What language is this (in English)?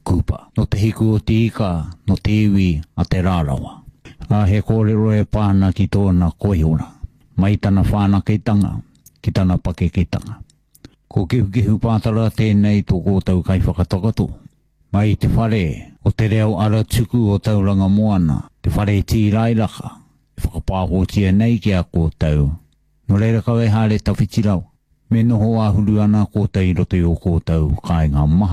Māori